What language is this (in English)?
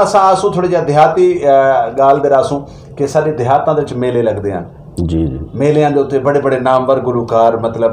Saraiki